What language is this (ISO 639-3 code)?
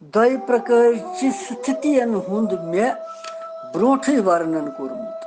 kas